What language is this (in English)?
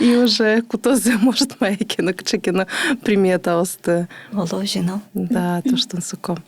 Udmurt